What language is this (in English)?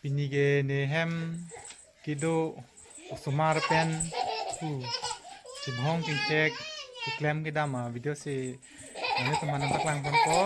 Karbi